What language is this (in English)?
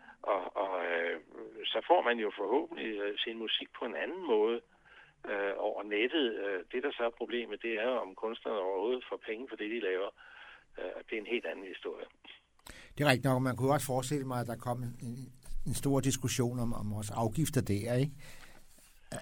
Danish